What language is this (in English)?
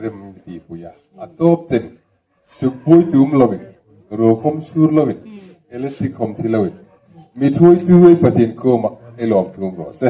Hmar